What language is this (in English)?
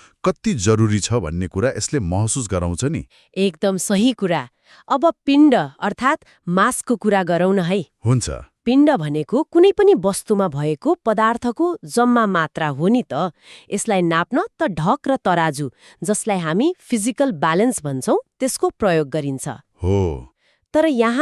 Nepali